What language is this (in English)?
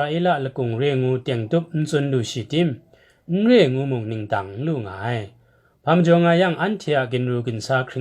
Kachin